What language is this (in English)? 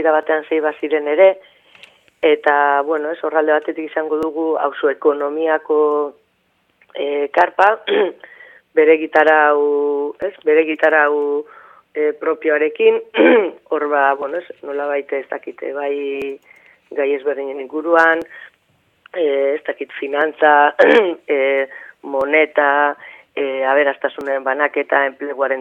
Basque